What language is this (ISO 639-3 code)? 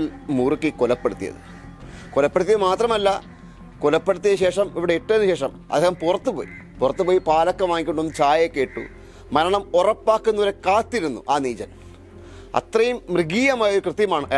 mal